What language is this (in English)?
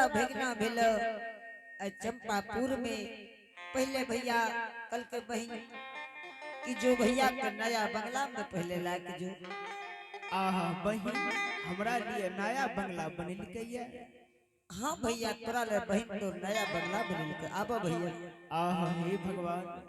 Angika